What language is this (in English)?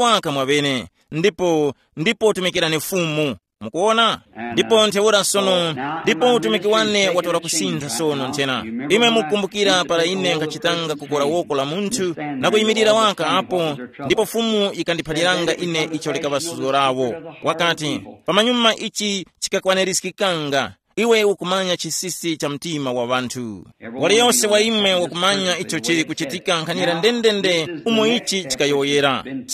Tumbuka